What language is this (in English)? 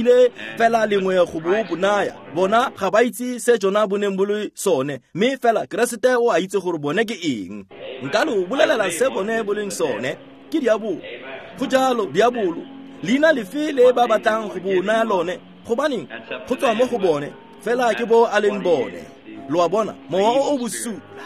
Tswana